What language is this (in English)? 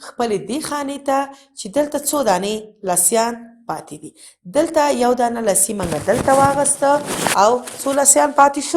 Pashto